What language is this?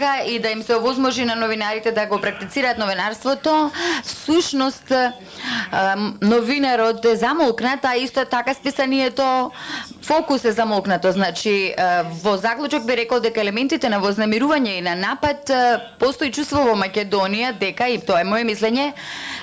Macedonian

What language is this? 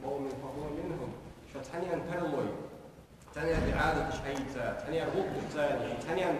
Ingush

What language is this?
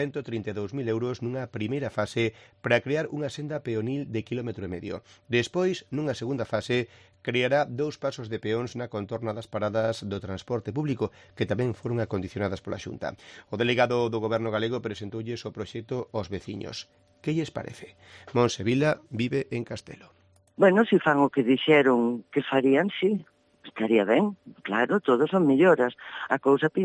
Galician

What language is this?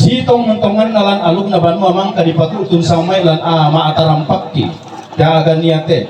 Toraja-Sa'dan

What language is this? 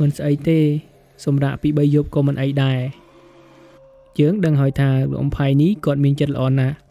Khmer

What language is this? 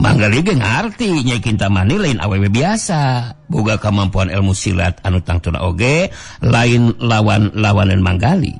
Sundanese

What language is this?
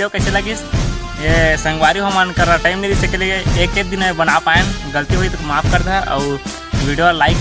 Chhattisgarhi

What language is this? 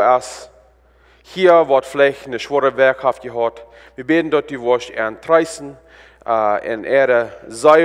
Plautdietsch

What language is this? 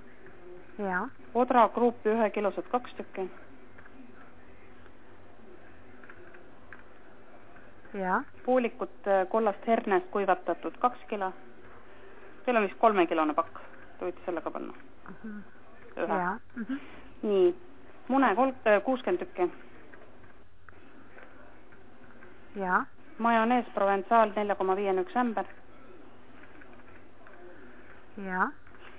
Estonian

